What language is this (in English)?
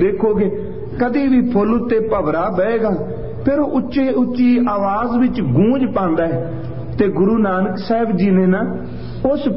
Punjabi